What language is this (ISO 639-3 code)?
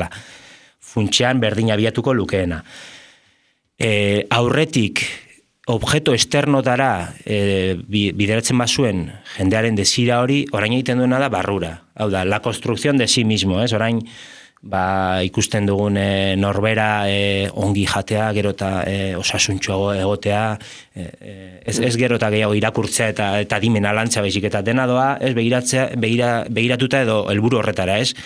eus